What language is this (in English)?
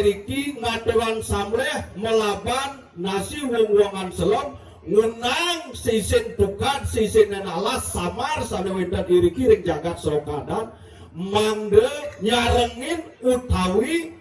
Balinese